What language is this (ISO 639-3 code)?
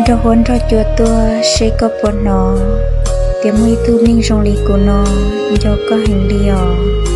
hmn